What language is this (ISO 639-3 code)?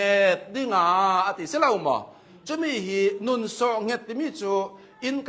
cnh